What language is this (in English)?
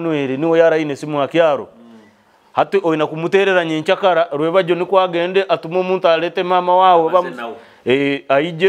Nyoro